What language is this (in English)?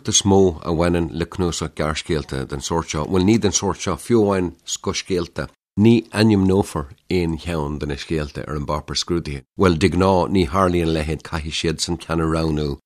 Irish